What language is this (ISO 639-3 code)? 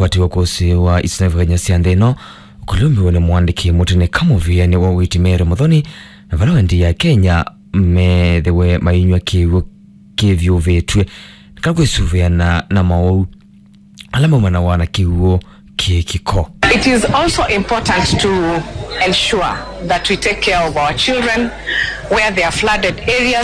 kam